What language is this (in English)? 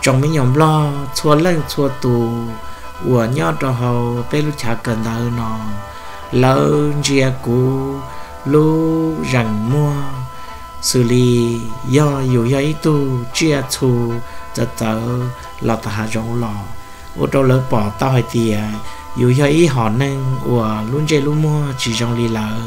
Hmong